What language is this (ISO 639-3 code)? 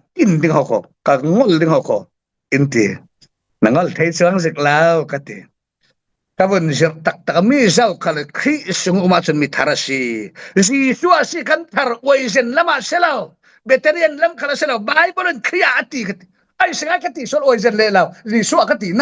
cfm